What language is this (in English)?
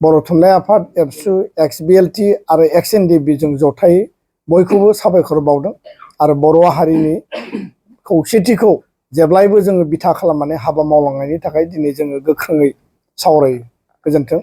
Bodo